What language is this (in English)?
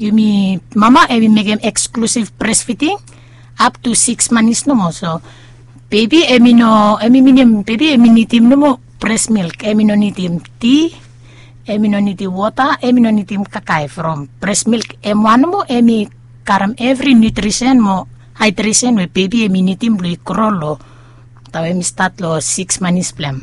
Bislama